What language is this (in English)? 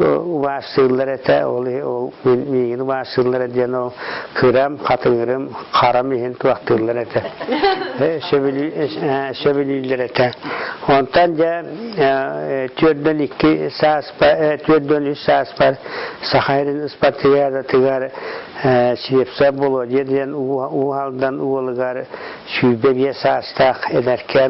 Yakut